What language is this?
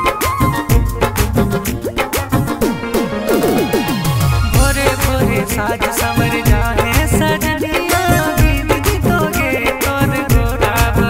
Bhojpuri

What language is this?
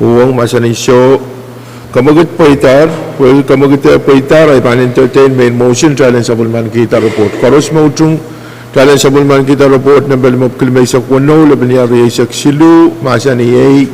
Pohnpeian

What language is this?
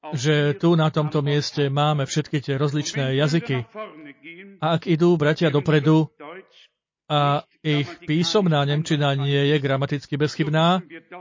Slovak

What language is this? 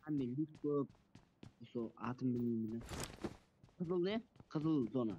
Kara-Kalpak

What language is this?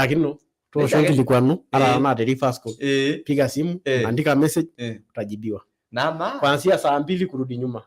Masai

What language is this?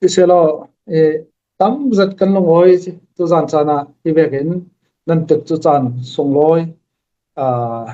Falam Chin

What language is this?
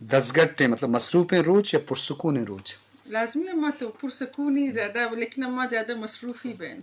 Eastern Balochi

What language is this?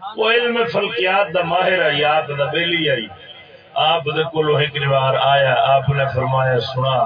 Saraiki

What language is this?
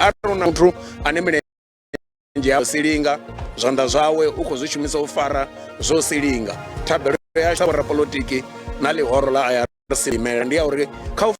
Venda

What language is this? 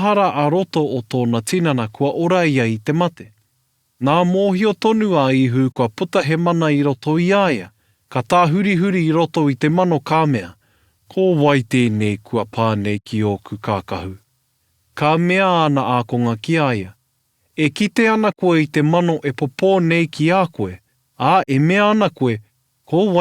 Māori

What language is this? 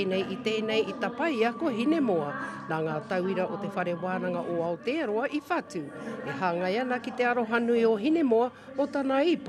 Māori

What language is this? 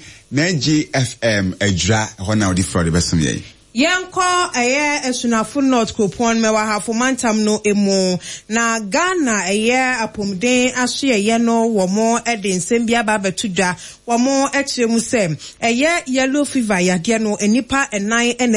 Akan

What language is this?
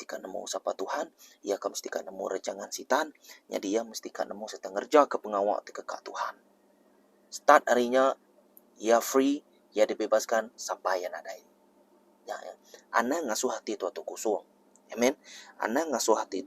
Iban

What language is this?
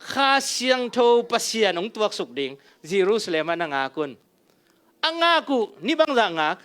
Tedim Chin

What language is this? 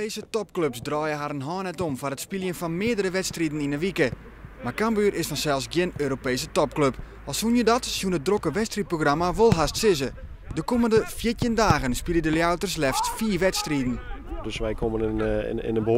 Western Frisian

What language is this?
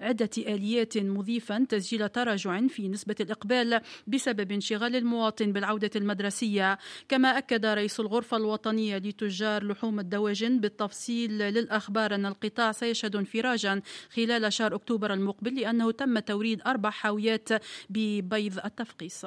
Tunisian Arabic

